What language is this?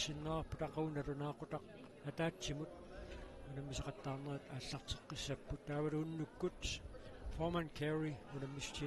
Kalaallisut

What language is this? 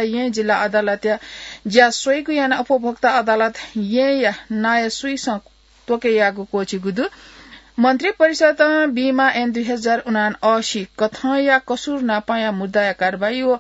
Newari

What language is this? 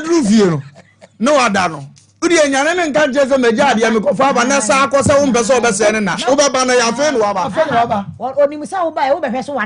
Akan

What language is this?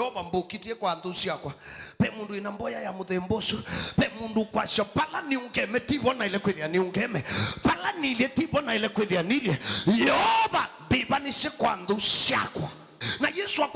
Kamba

